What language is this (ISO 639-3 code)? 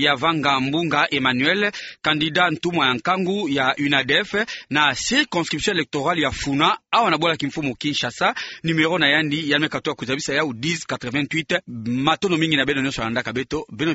ktu